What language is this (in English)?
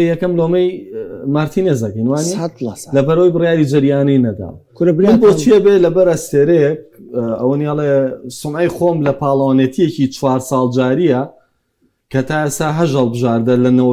Central Kurdish